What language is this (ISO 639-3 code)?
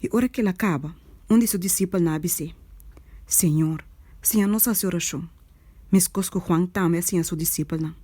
pap